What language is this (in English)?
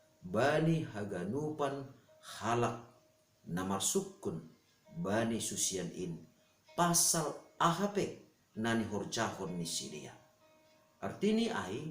Batak Simalungun